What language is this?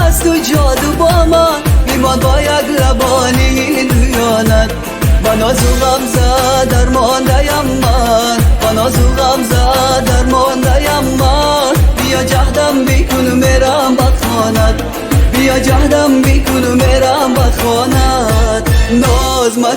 Tajik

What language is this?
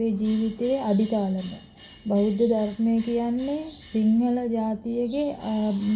Sinhala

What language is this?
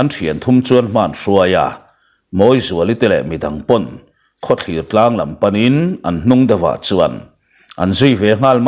Mizo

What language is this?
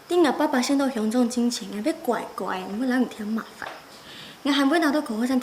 Hakka Chinese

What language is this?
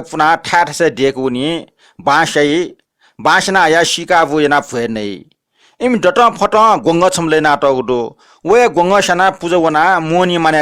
Newari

